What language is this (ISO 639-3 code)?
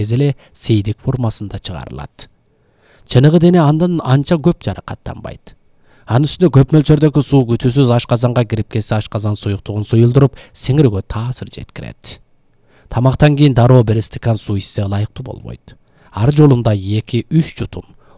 kir